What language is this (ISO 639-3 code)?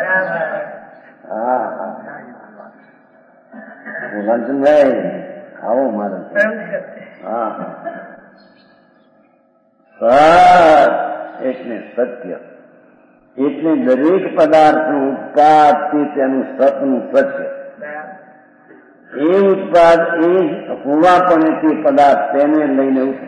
guj